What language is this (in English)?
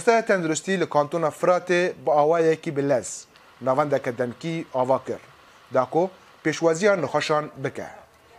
Kurdish